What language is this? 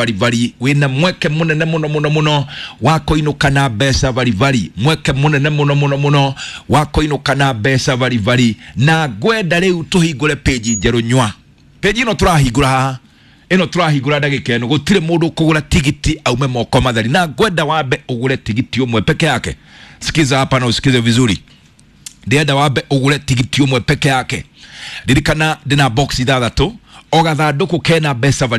Kikuyu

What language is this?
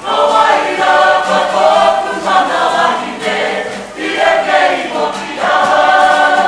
Māori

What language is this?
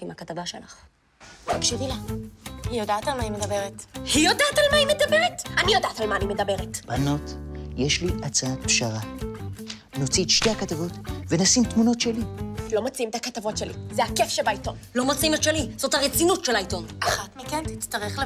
Hebrew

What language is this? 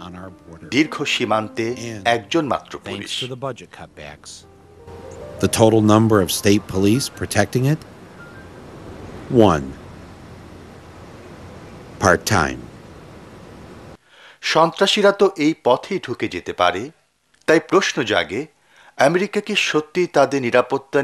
Bangla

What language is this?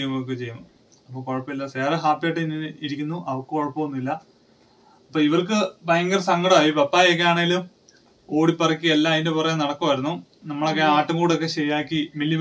Malayalam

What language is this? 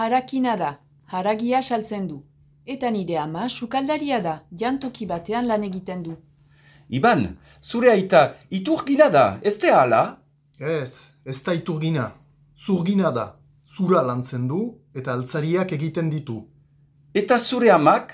Basque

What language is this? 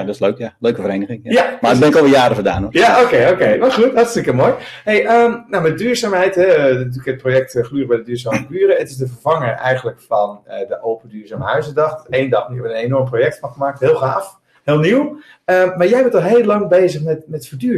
Dutch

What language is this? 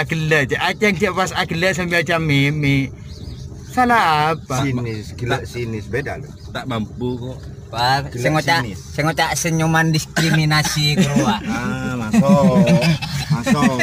Madurese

